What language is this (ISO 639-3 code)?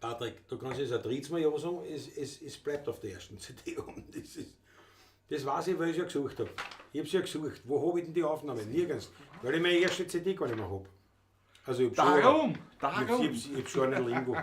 bar